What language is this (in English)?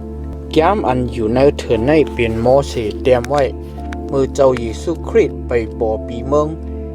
Shan